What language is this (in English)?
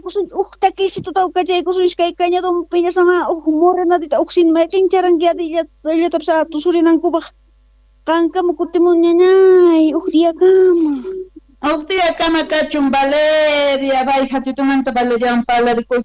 South Bolivian Quechua